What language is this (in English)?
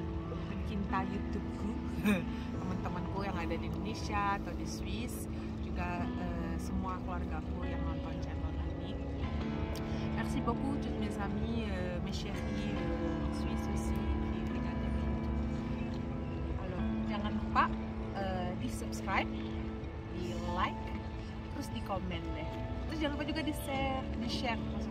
Indonesian